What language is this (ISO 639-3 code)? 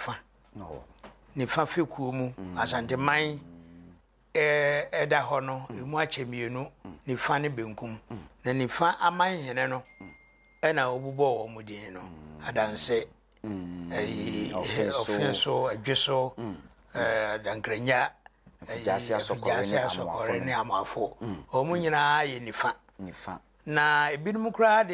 aka